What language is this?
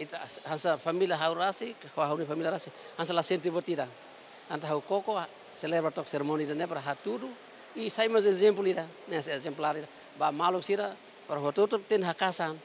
Tetum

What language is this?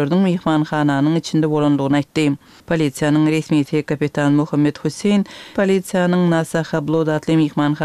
Turkmen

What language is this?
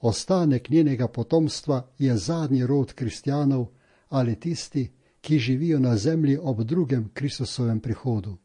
Slovenian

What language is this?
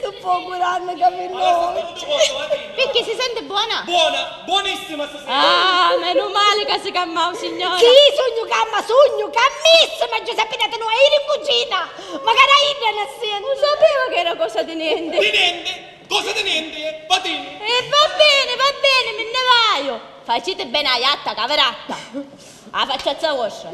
Sicilian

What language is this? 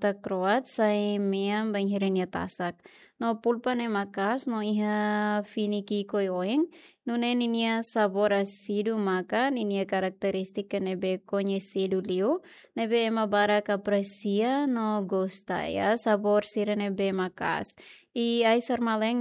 Tetum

